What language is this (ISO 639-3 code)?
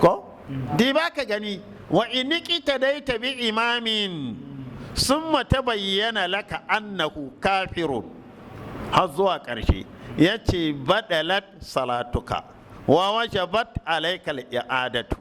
hau